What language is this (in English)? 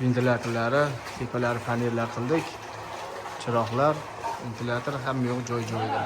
Uzbek